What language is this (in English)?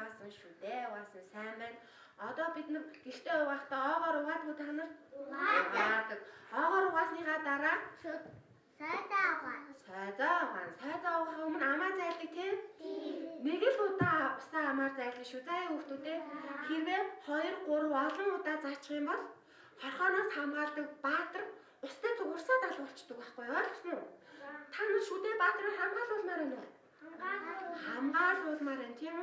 Mongolian